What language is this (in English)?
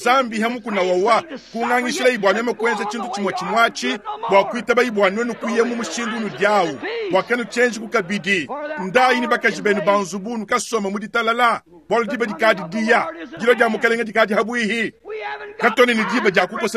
Luba-Lulua